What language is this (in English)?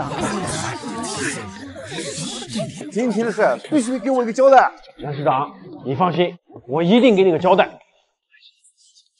Chinese